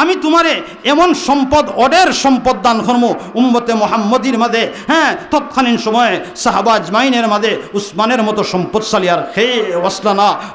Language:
Sylheti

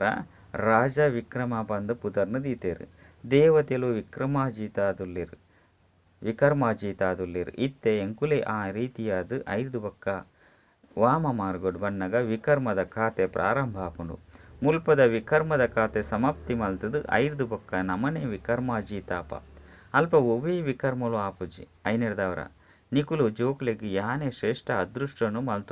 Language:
Tulu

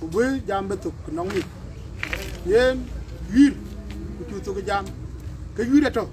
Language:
Dinka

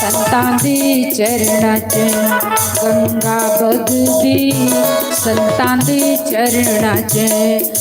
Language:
Dogri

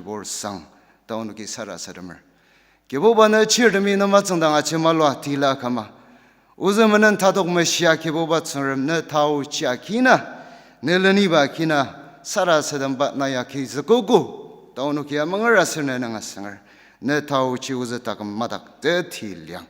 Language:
Ao Naga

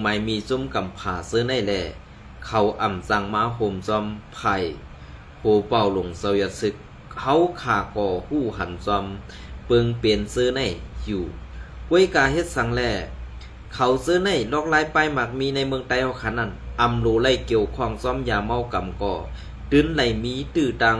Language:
Shan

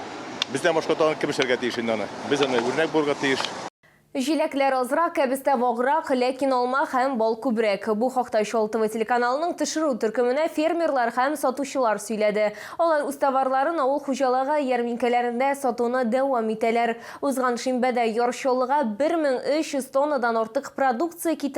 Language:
Tatar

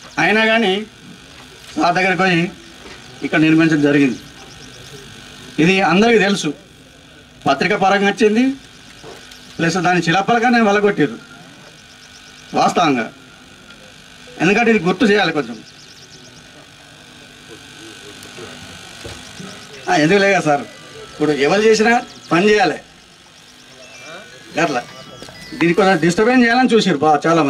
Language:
Telugu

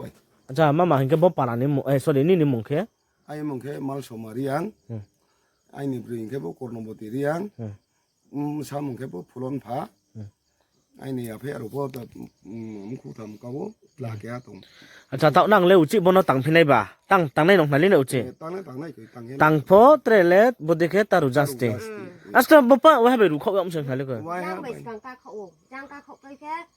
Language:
Riang (India)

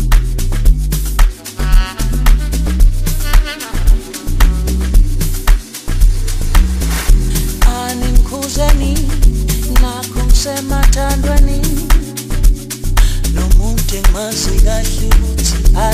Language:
Zulu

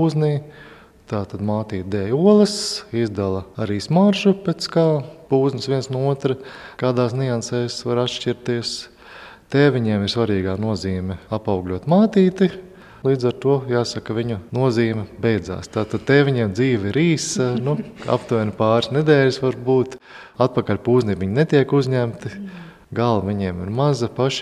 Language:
Latvian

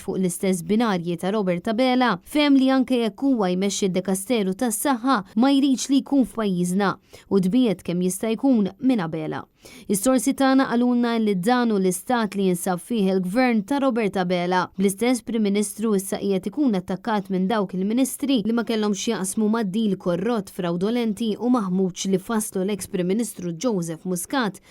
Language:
Maltese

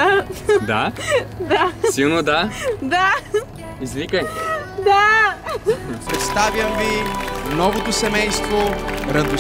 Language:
Bulgarian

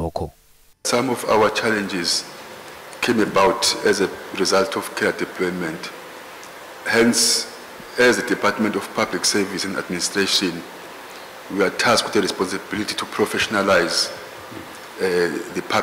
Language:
Zulu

